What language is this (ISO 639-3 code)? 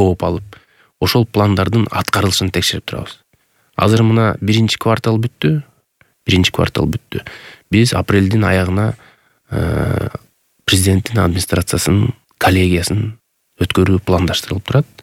kir